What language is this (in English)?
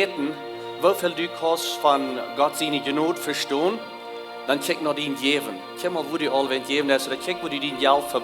Plautdietsch